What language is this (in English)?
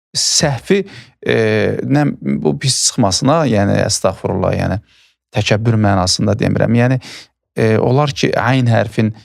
Azerbaijani